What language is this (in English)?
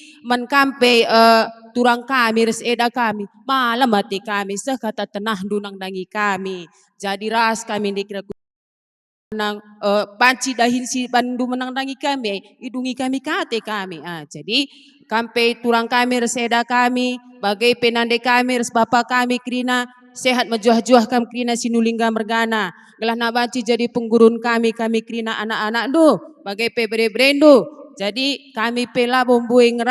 Batak Karo